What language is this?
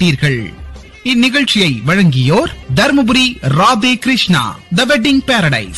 Tamil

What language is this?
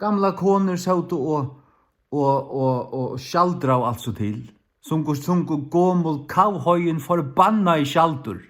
Faroese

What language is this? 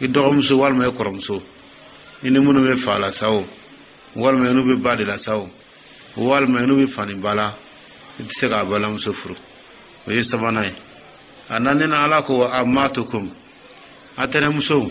Dyula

